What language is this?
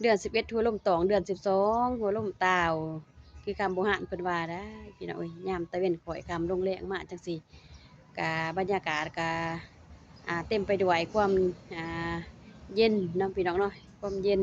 Lao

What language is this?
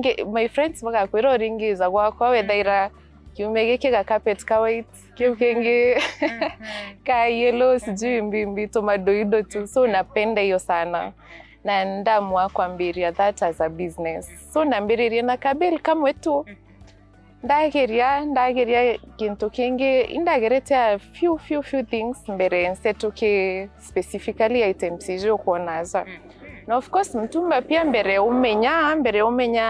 Meru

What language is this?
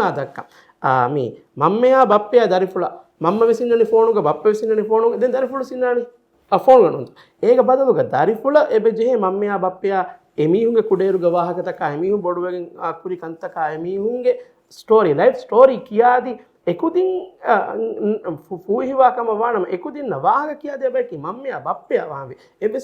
Divehi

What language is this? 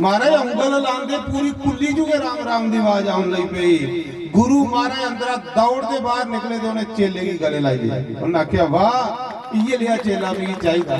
Dogri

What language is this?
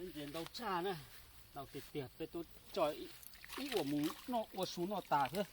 Hmong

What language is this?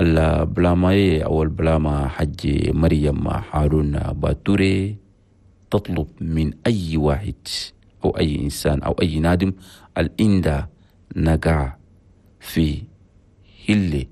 Chadian Arabic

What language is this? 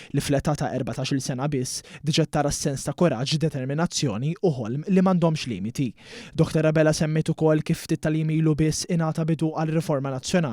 Maltese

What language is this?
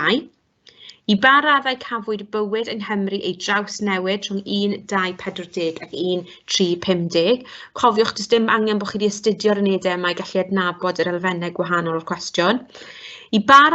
Welsh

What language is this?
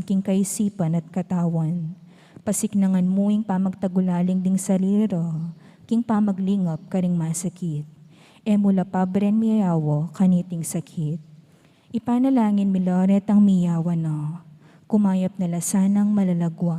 Pampanga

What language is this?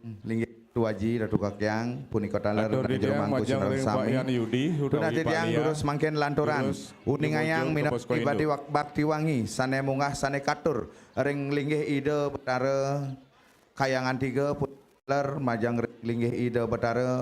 Balinese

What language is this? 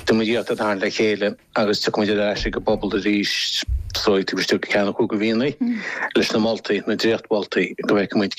Irish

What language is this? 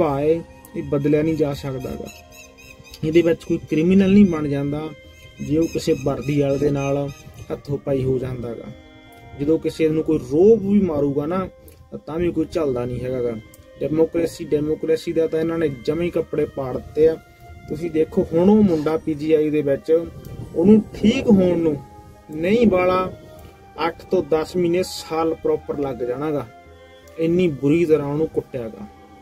Punjabi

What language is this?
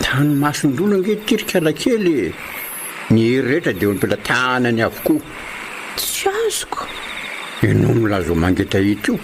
Malagasy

